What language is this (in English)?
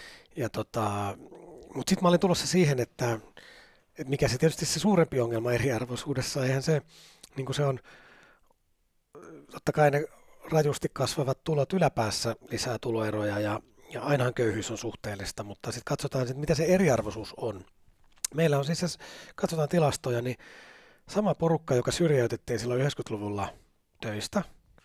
Finnish